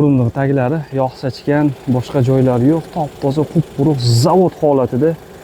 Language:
Uzbek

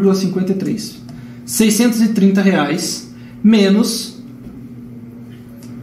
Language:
Portuguese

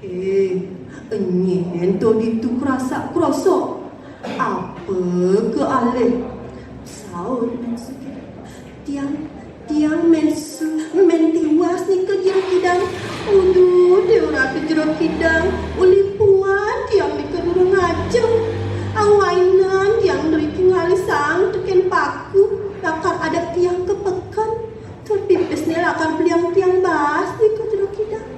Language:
Balinese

